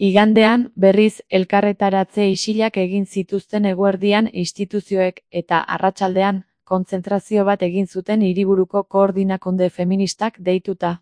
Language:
Basque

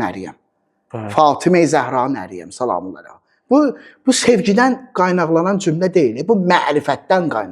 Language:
Azerbaijani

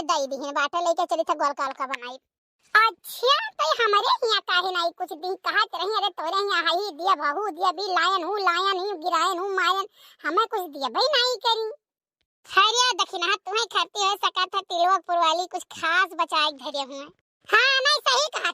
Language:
Awadhi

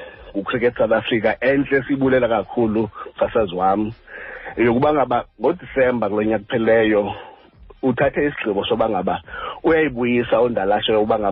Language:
Xhosa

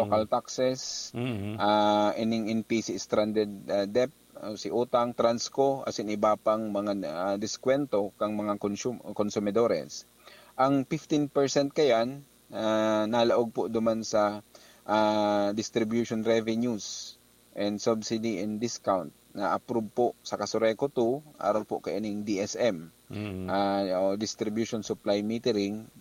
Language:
Bikol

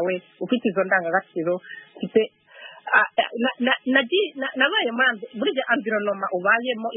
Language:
Kinyarwanda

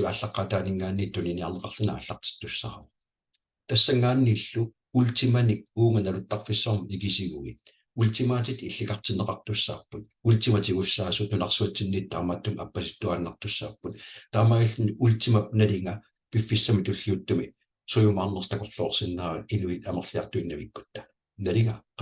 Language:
Kalaallisut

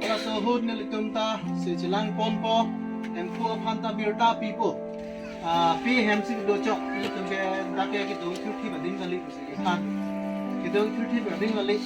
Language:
Karbi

